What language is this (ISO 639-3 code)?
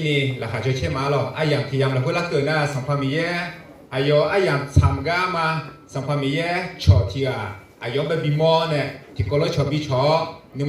ahk